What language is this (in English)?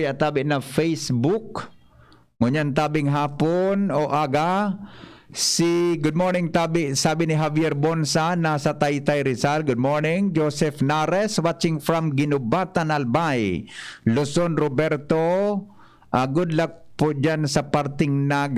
Bikol